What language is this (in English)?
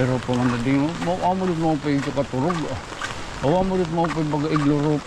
Waray